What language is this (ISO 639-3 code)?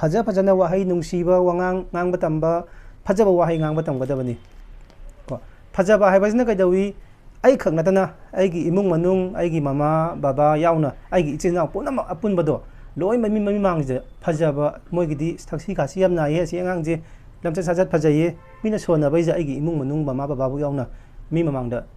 mni